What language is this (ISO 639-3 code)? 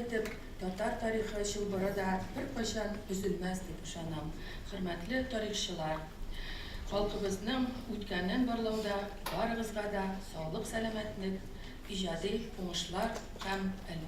tat